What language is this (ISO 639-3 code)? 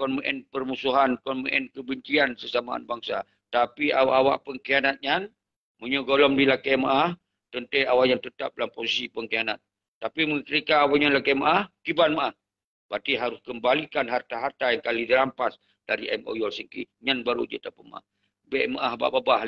ace